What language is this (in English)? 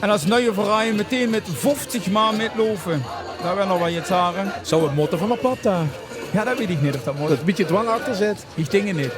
Limburgish